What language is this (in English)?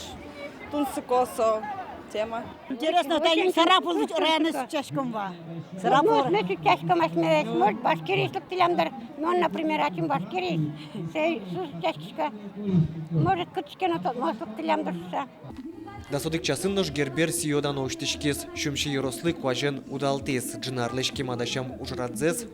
Udmurt